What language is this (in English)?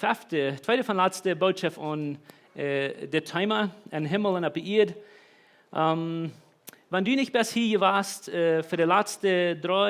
Plautdietsch